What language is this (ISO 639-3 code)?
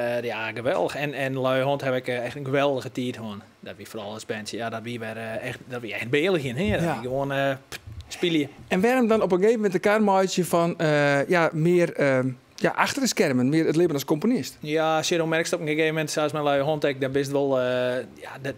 fry